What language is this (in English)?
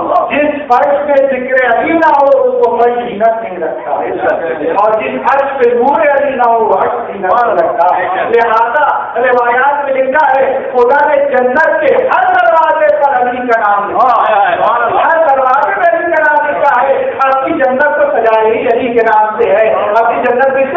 Urdu